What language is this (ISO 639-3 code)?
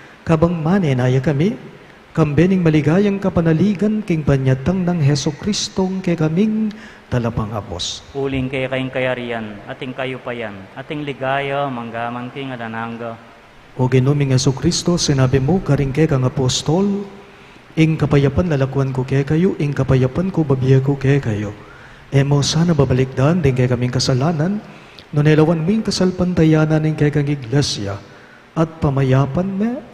pam